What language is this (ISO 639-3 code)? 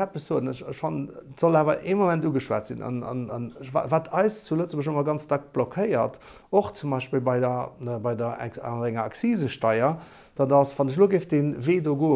ltz